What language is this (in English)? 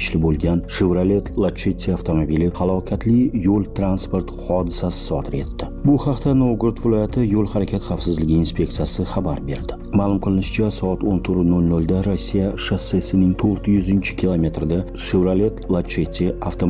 Uzbek